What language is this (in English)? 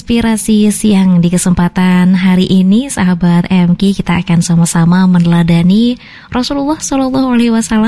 Indonesian